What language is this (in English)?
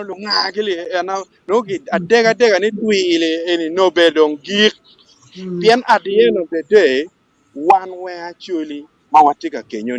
Acoli